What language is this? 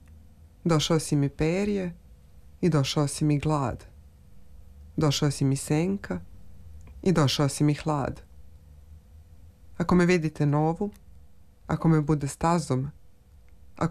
Serbian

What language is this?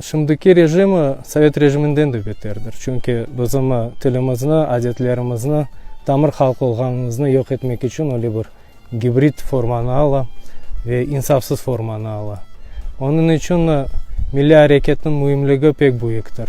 Crimean Tatar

